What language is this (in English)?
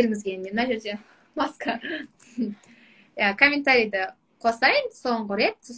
Kazakh